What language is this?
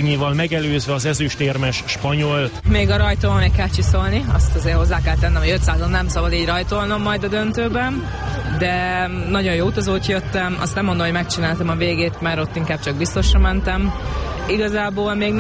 Hungarian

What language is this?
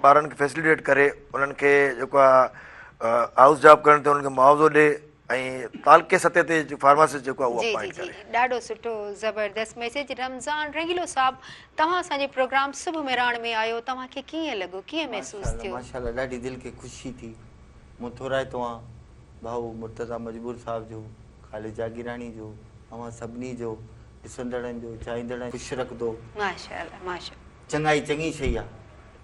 Sindhi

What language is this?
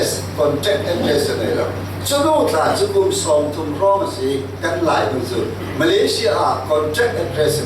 Falam Chin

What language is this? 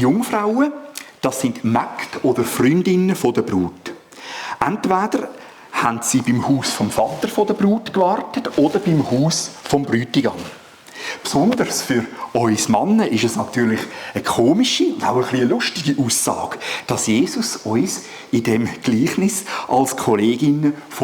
Swiss German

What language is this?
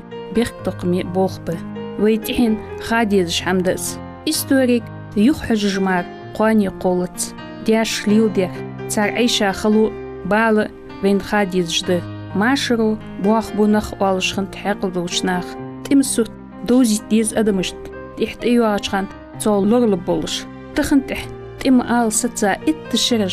Ingush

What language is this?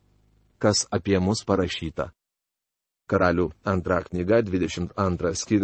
Lithuanian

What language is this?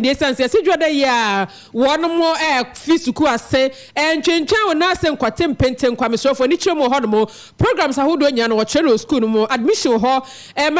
Akan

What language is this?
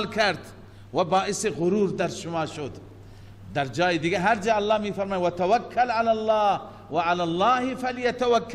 Persian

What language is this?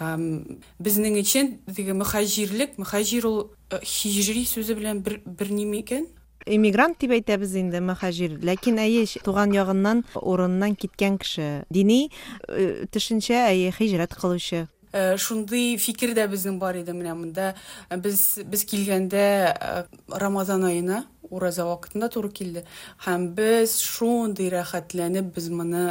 Tatar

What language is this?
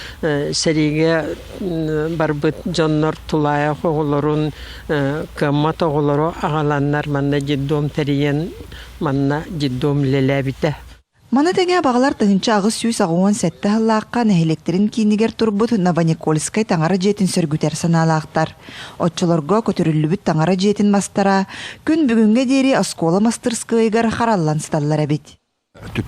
Yakut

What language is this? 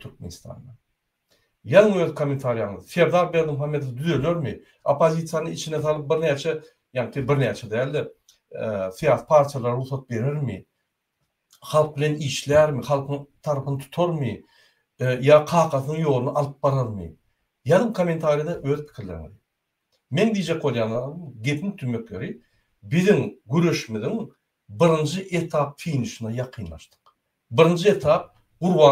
Turkmen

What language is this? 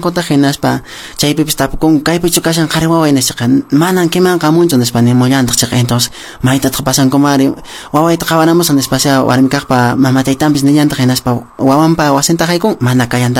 Quechua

